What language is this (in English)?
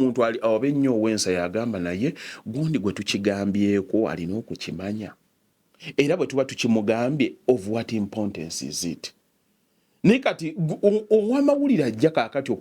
Ganda